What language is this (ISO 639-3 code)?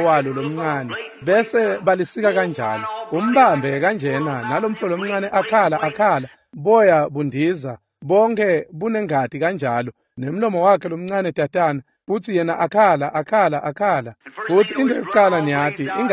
ssw